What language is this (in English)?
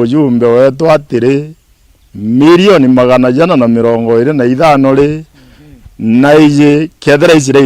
Meru